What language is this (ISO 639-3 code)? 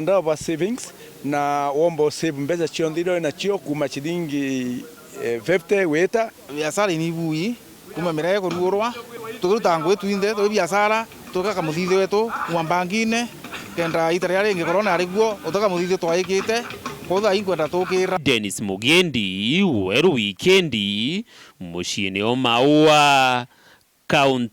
mer